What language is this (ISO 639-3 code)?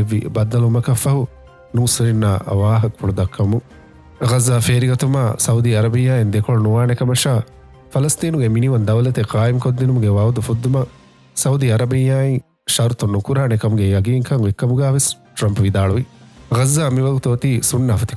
div